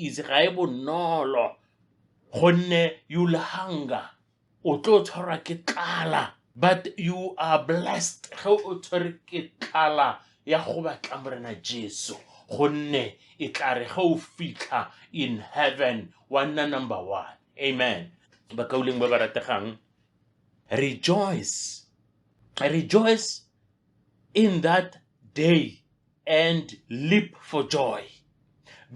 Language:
Northern Sotho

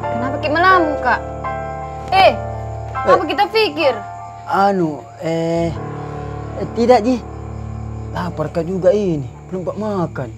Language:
Makassar Malay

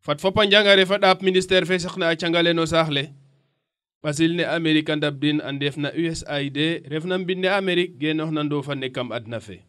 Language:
Serer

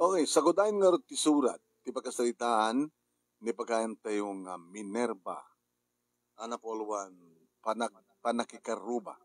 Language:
Iloko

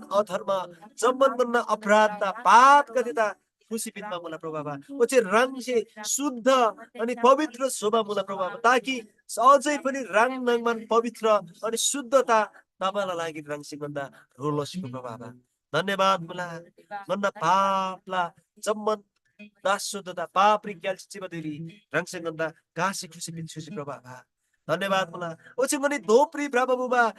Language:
Eastern Tamang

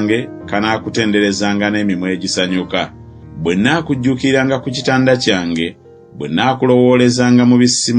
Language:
Ganda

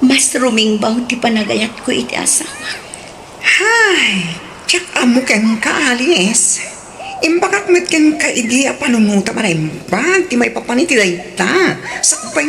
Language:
Iloko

